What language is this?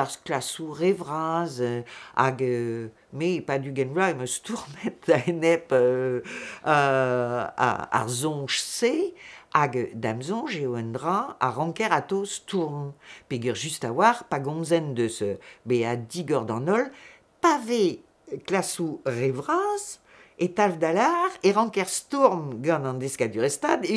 Breton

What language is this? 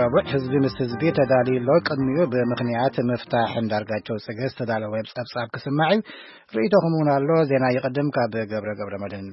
Tigrinya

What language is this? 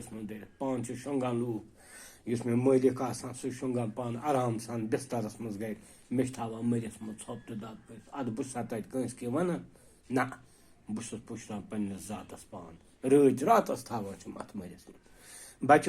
Kashmiri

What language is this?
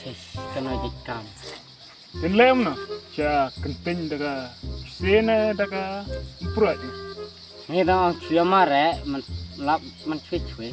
Khasi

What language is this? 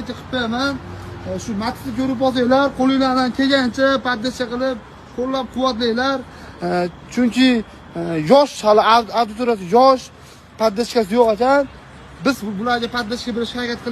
Uzbek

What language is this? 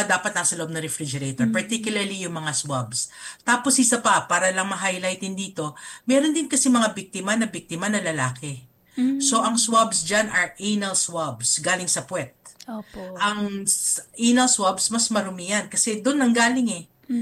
Filipino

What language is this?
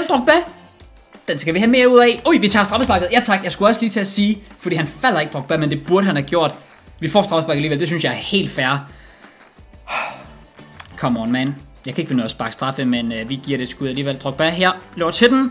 Danish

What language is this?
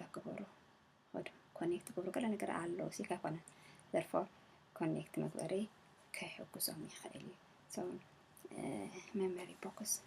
Tigrinya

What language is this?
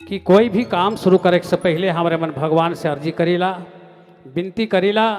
Sadri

